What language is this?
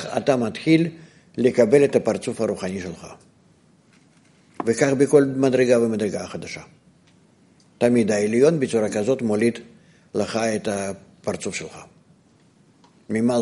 Hebrew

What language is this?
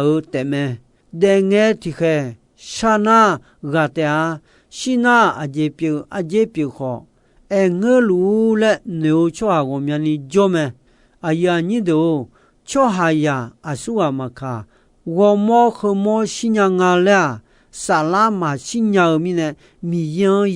Akha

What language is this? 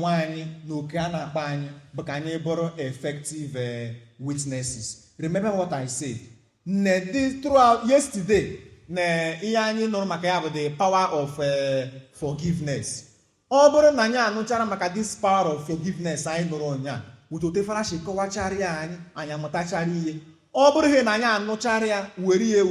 Igbo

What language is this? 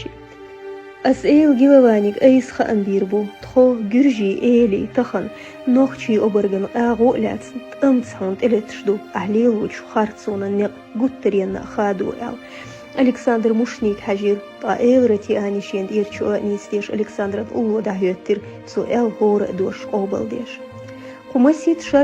Chechen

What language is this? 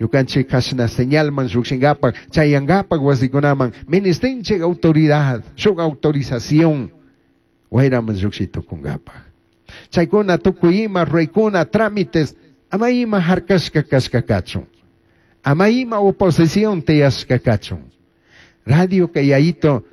Chimborazo Highland Quichua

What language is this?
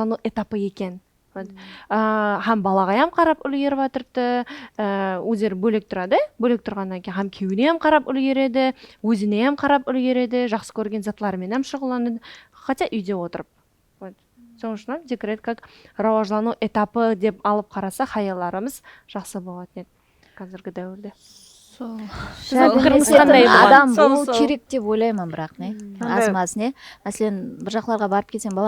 Kara-Kalpak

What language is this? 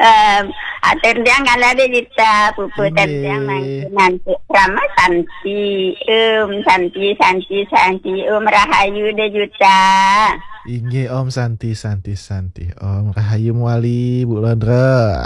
Balinese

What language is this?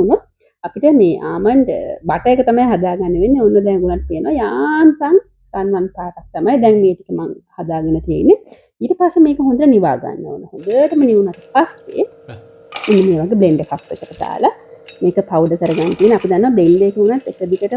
Sinhala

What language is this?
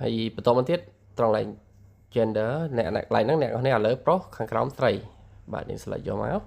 Khmer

